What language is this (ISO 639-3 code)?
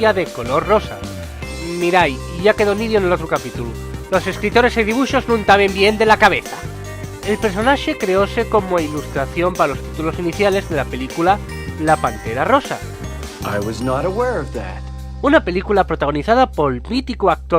ast